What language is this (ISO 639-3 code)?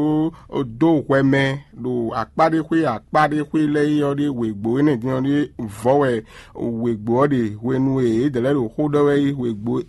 fon